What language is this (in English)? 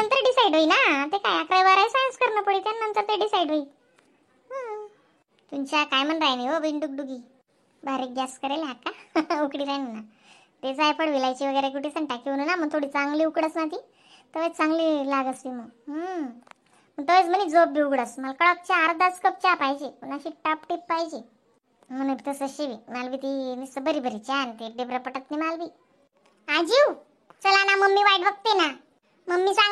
Khandesi